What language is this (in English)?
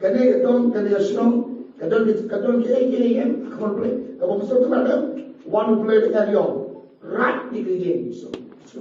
Khasi